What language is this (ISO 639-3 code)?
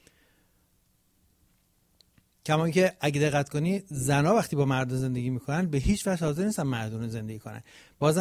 fas